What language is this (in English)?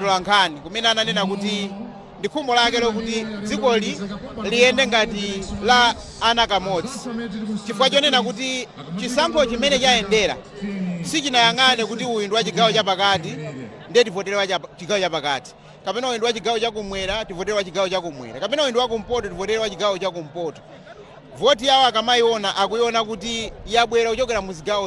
Nyanja